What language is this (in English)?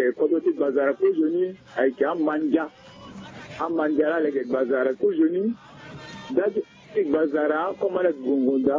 Sango